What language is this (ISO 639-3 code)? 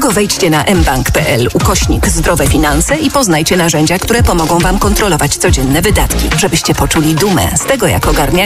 pol